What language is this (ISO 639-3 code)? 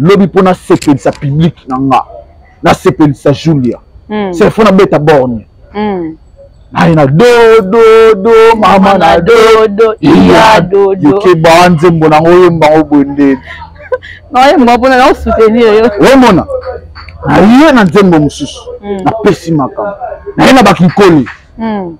lin